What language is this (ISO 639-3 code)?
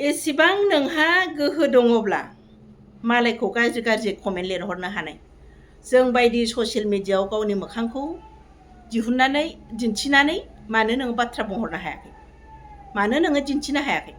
brx